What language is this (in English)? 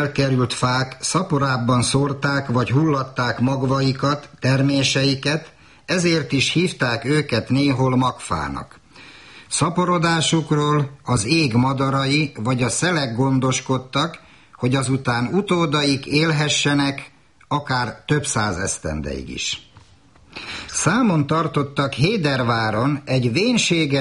Hungarian